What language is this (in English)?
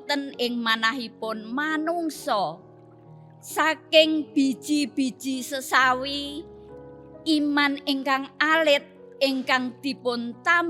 Javanese